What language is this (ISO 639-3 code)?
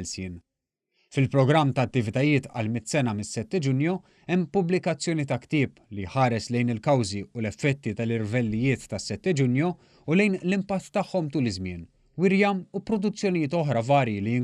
mlt